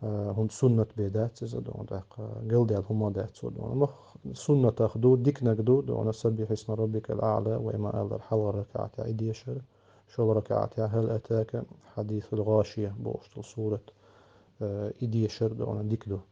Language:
Chechen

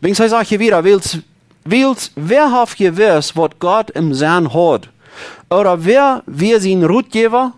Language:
Plautdietsch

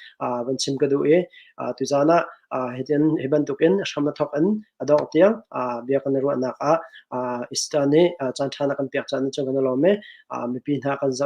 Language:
Hakha Chin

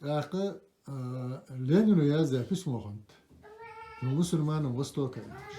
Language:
Ingush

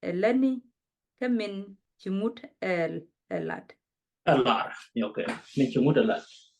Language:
Nuer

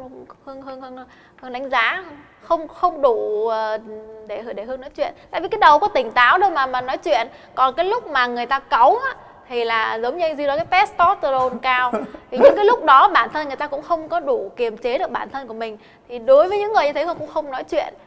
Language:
Vietnamese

